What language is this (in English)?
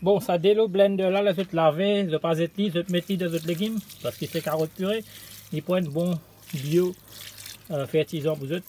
Morisyen